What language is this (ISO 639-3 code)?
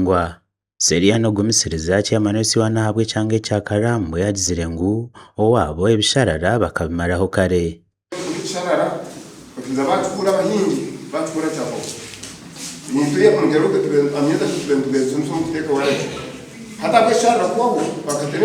nyn